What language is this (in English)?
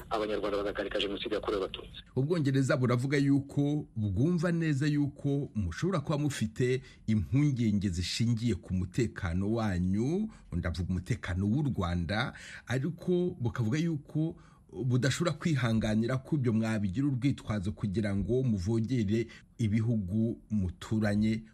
Kinyarwanda